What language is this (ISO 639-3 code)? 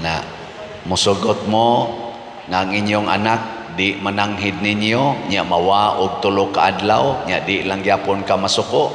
ceb